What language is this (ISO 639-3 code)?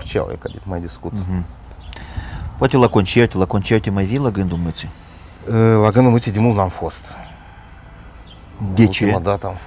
ron